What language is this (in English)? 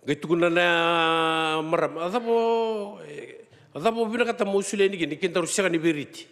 Fijian